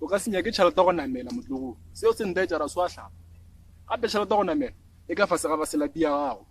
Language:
Northern Sotho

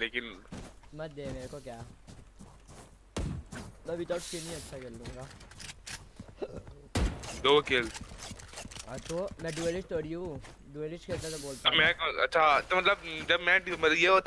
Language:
Hindi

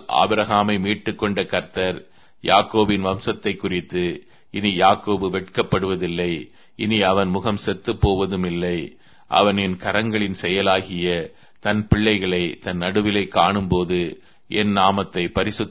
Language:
Tamil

